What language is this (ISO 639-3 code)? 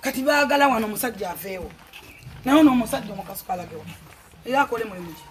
lug